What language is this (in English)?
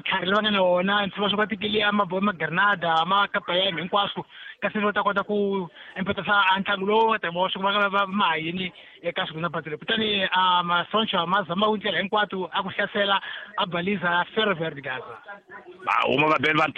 Tsonga